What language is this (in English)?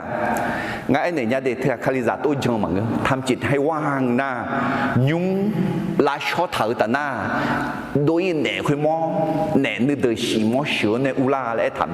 Akha